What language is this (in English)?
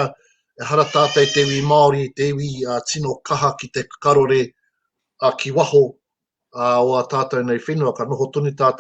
Māori